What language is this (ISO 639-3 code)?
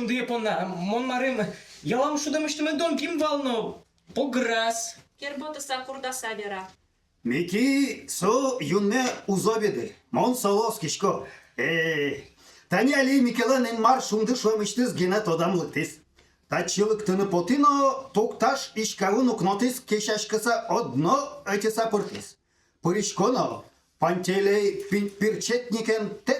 udm